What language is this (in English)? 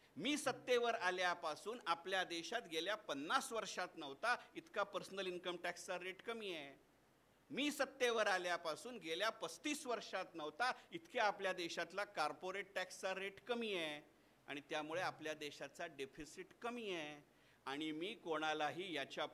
Marathi